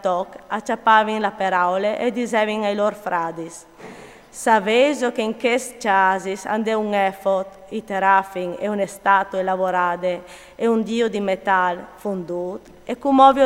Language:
Friulian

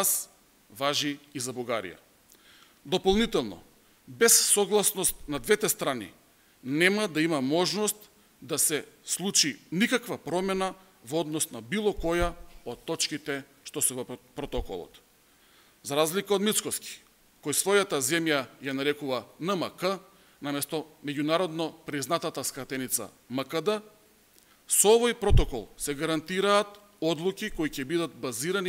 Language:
Macedonian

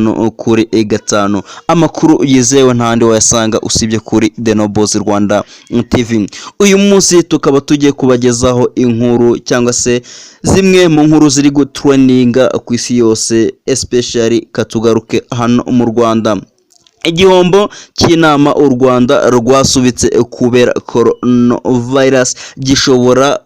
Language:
Kinyarwanda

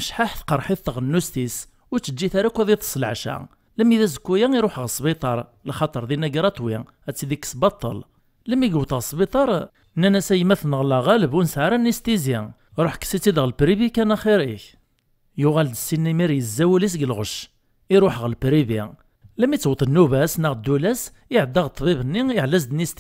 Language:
Kabyle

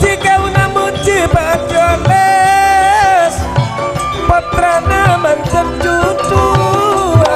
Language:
Madurese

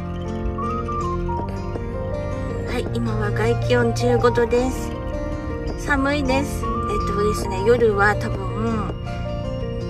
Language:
Japanese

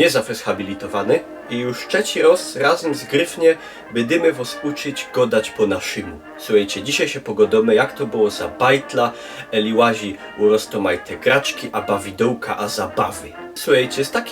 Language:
Silesian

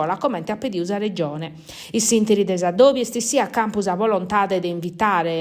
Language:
Sardinian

